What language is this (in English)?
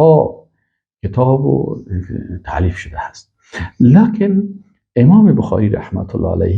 Persian